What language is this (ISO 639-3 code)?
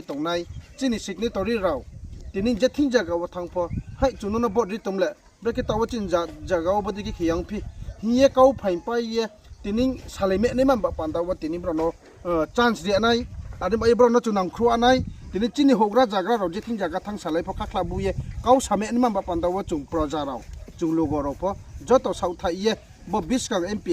ria